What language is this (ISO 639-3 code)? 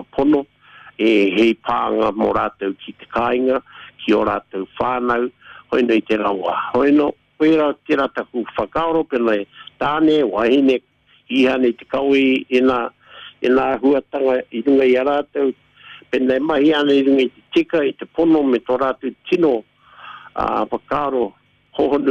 mri